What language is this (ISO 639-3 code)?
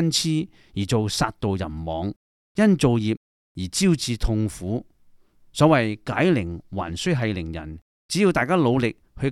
yue